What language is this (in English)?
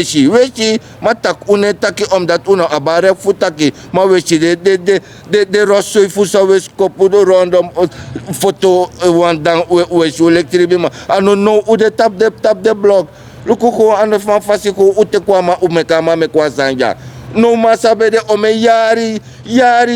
Sranan Tongo